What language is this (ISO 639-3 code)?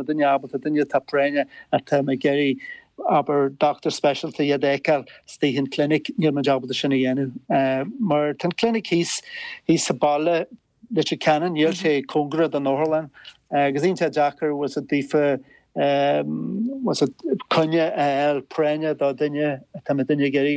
gle